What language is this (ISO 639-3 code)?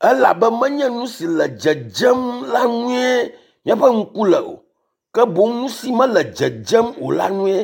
ewe